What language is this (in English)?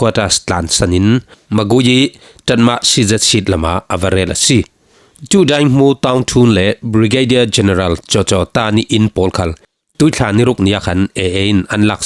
Falam Chin